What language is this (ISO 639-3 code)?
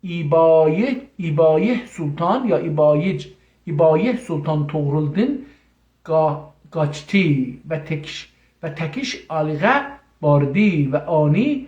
azb